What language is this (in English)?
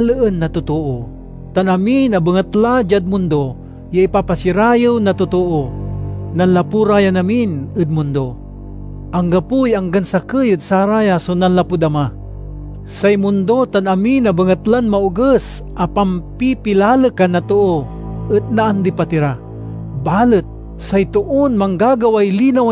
Pangasinan